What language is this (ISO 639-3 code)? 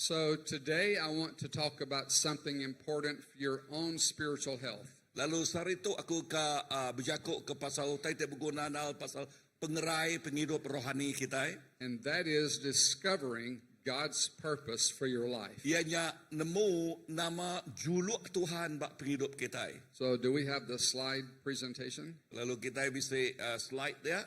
iba